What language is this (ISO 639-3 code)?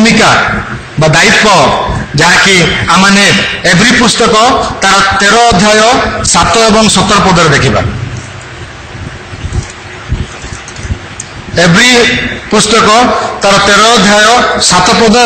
ori